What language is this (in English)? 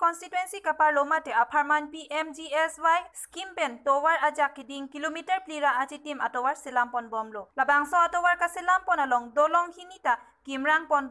Karbi